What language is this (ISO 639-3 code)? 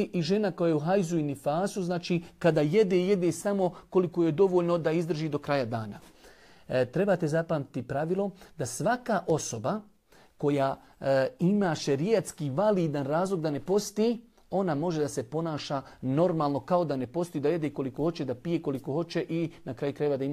bos